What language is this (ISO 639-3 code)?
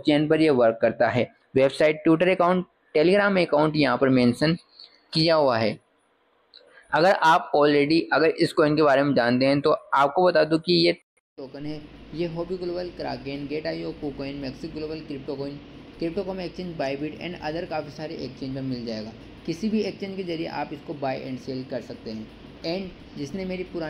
hin